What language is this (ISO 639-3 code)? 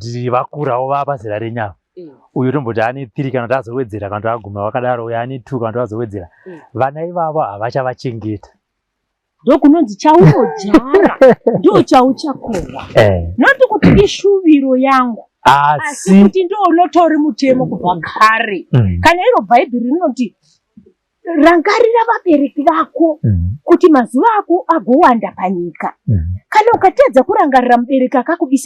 sna